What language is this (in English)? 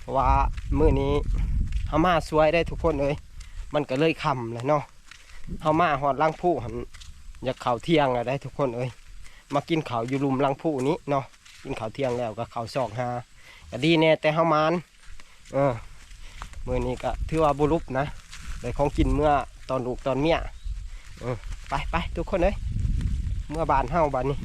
Northeastern Thai